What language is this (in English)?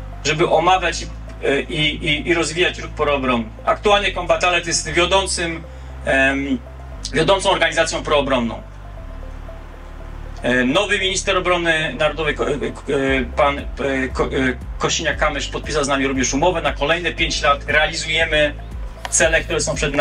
Polish